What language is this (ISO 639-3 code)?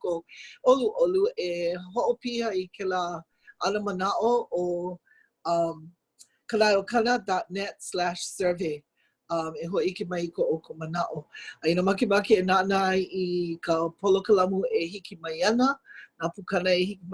haw